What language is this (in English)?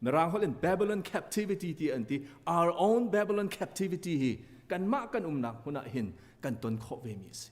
Hakha Chin